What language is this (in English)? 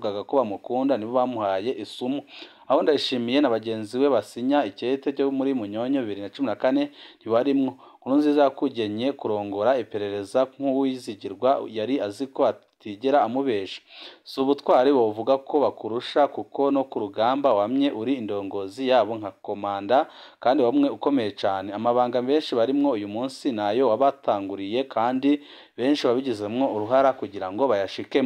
Rundi